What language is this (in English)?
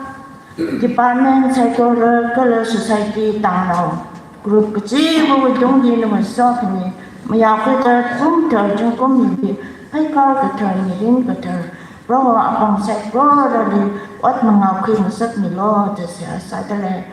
Tangkhul Naga (India)